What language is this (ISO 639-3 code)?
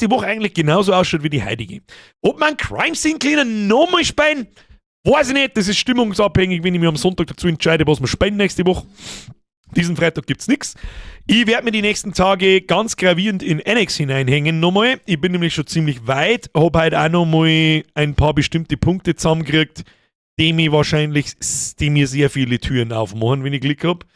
bar